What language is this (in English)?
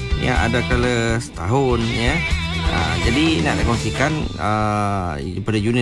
Malay